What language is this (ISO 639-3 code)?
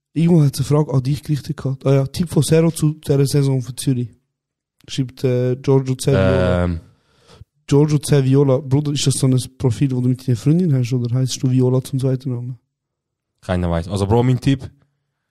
gsw